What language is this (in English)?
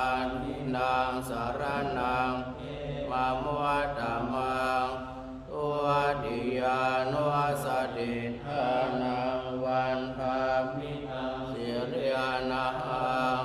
Pali